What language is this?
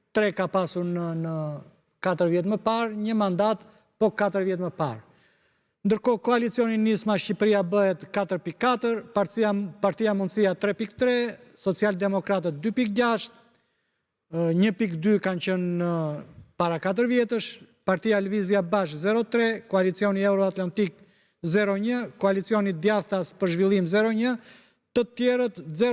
Albanian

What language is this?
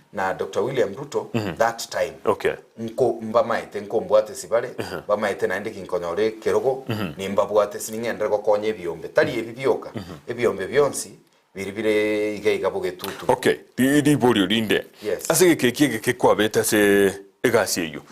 Gusii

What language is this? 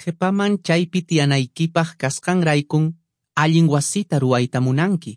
Quechua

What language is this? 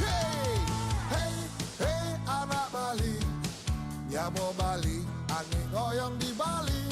Balinese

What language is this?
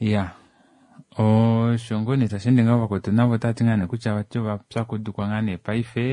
Kuanyama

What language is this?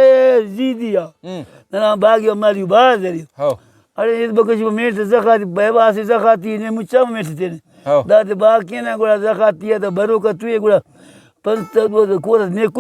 Brahui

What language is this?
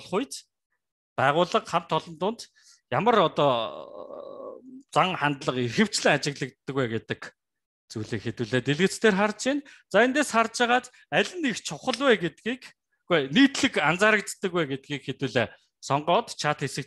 Mongolian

